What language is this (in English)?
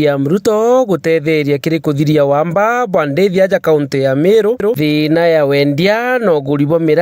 Meru